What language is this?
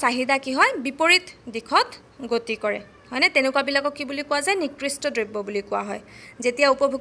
Assamese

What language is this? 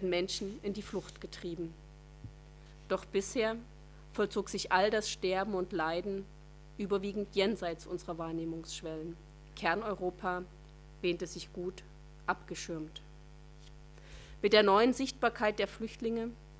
German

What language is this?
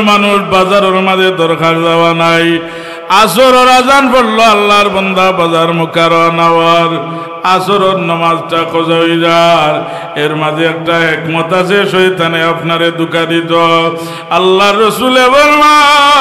Sylheti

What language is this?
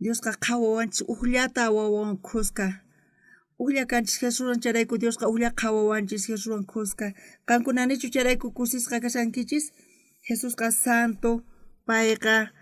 South Bolivian Quechua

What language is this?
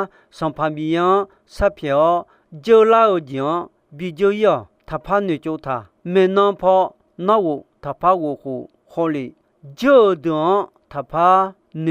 Akha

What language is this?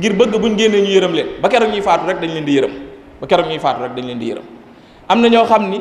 Wolof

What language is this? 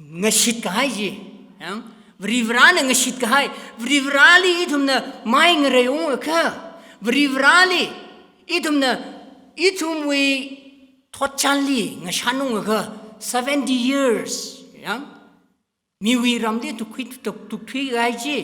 Tangkhul Naga (India)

